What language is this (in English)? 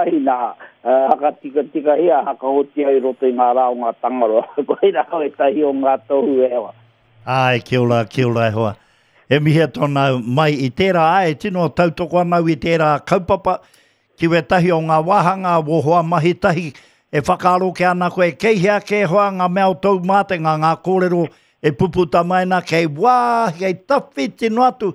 Māori